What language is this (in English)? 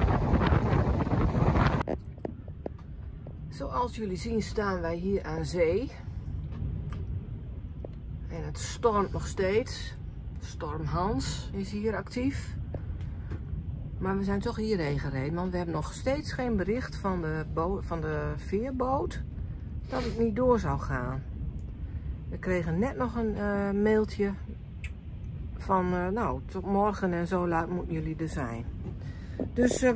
Dutch